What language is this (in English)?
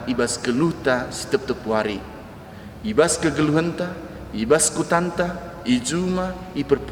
Batak Karo